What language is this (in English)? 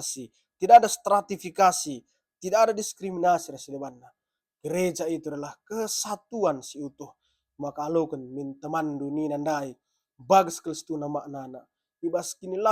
Batak Karo